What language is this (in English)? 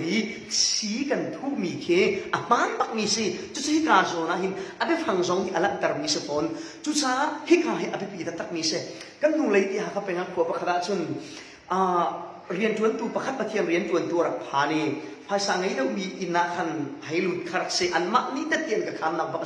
Falam Chin